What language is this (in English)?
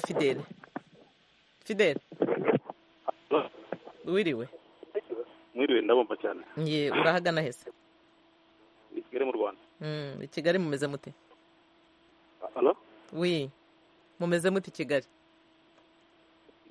Kinyarwanda